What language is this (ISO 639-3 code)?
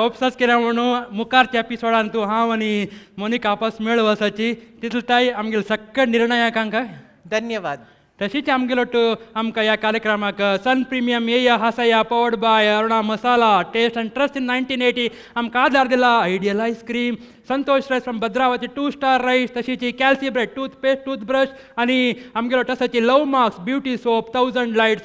kok